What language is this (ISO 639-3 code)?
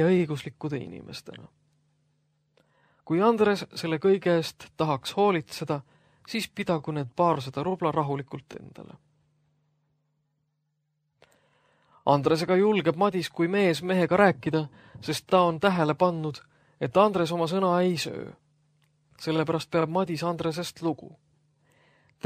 est